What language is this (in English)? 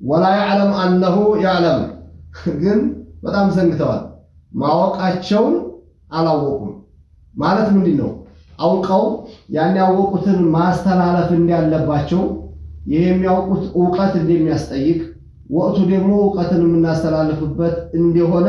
Amharic